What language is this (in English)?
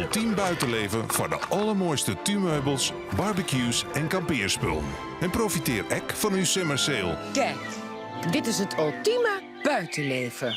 Western Frisian